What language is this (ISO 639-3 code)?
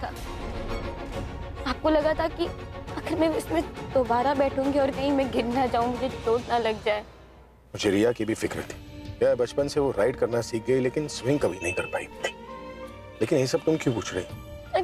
hin